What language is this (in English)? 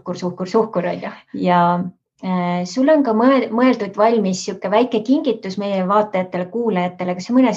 Estonian